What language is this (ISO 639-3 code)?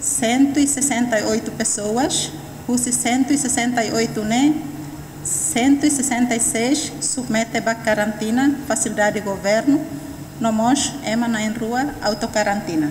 tet